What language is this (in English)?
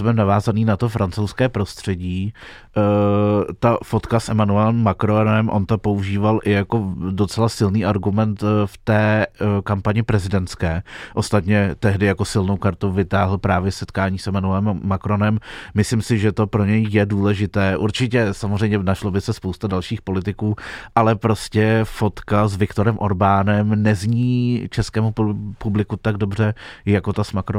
Czech